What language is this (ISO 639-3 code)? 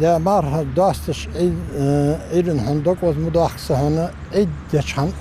inh